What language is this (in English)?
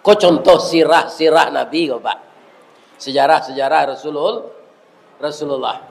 Minangkabau